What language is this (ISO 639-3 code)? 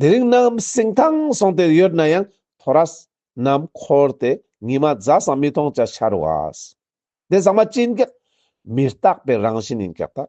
lbj